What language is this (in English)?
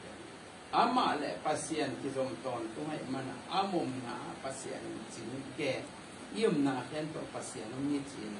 Tedim Chin